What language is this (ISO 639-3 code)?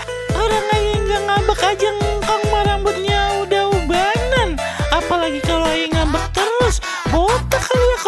bew